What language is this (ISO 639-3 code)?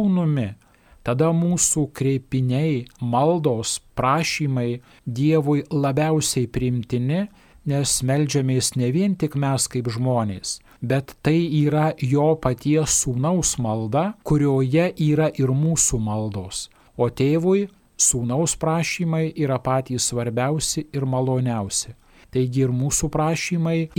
lit